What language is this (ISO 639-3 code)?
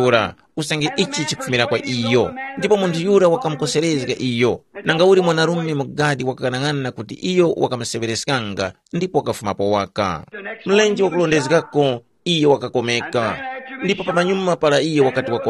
tum